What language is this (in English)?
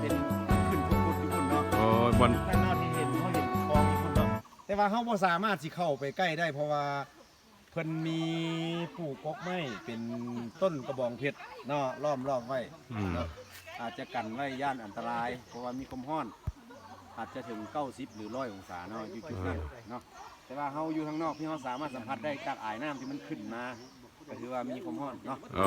Lao